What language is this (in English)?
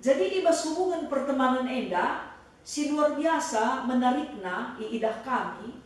Batak Karo